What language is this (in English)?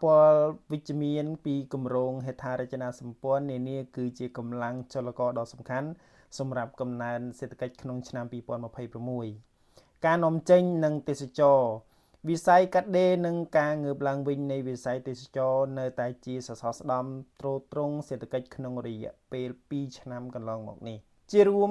Khmer